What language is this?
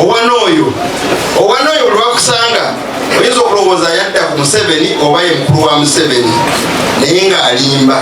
Ganda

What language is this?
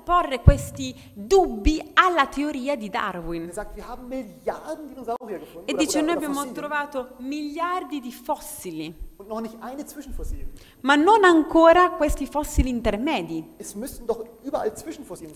Italian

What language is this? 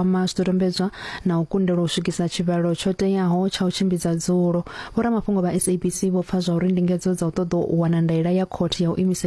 Venda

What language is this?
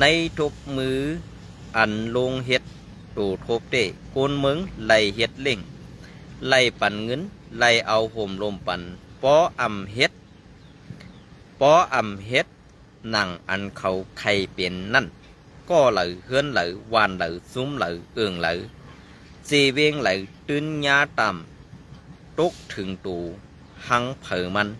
Shan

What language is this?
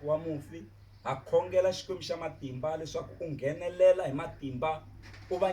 Tsonga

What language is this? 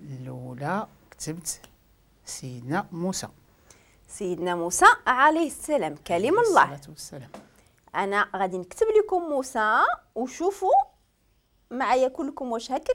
Moroccan Arabic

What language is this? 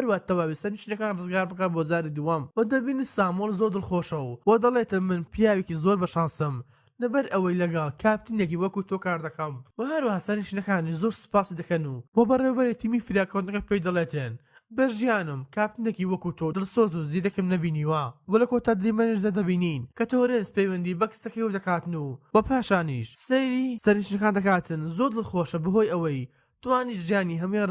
Central Kurdish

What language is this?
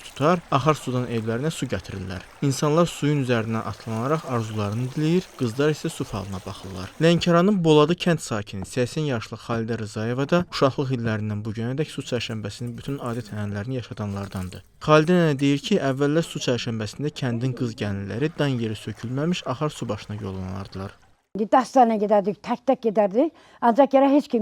Azerbaijani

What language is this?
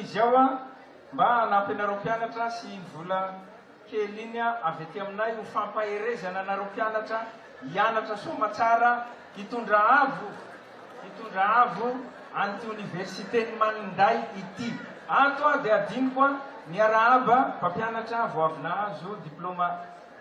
Malagasy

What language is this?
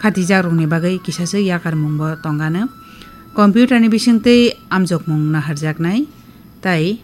Kok Borok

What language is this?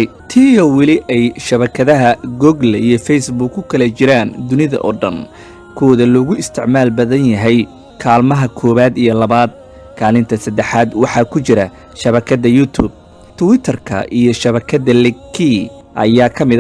Somali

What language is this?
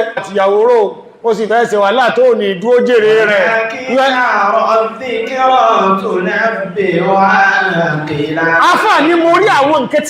Yoruba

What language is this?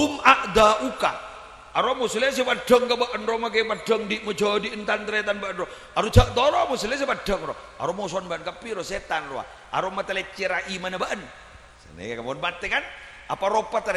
Madurese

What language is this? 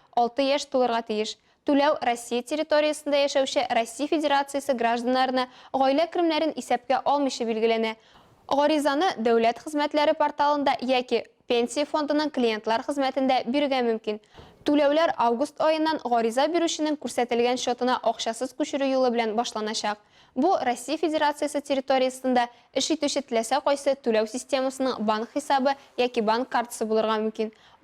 Tatar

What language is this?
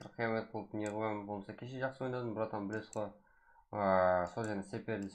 Kara-Kalpak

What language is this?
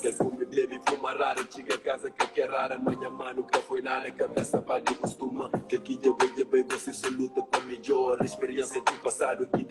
Kabuverdianu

